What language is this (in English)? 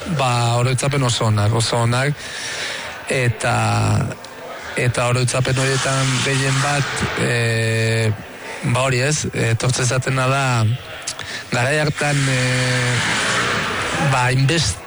Basque